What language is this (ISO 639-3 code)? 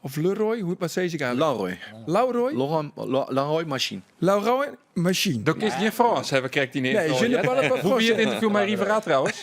fry